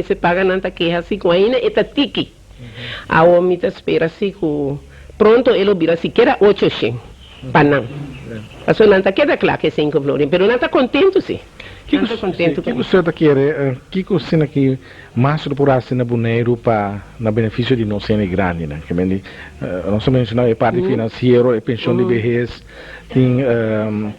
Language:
Papiamento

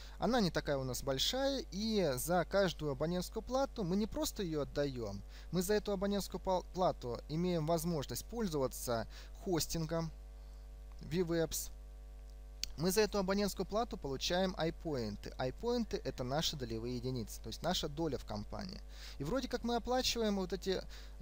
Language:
Russian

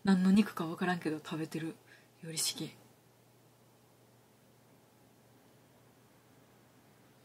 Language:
Japanese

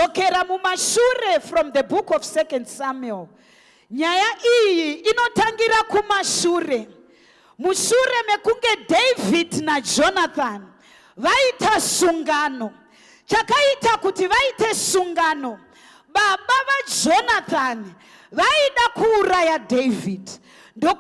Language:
Shona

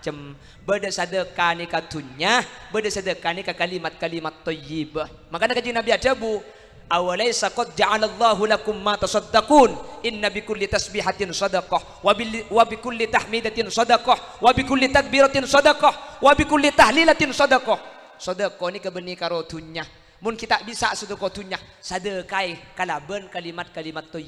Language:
Madurese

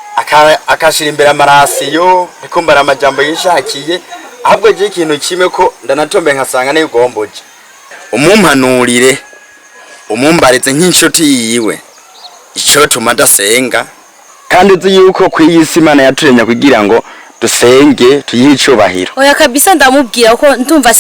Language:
Rundi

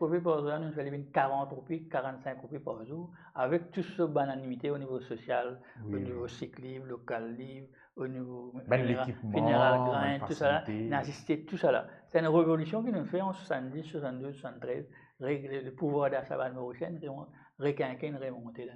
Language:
Morisyen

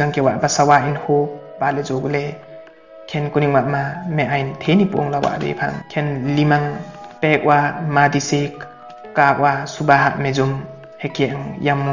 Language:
Limbu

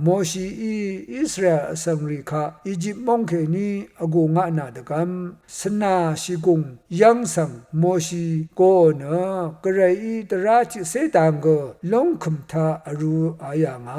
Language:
Rawang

